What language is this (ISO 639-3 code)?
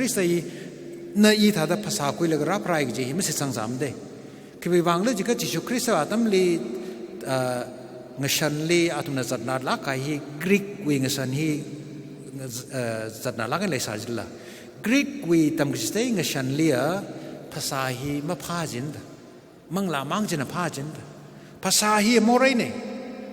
nmf